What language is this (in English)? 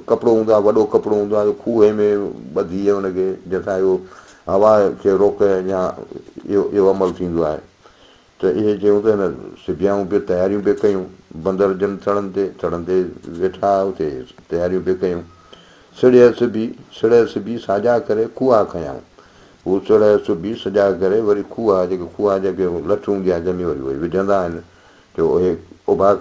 Sindhi